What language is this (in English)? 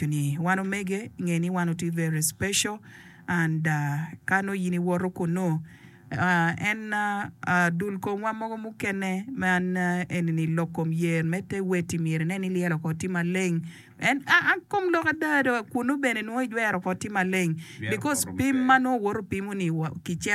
Acoli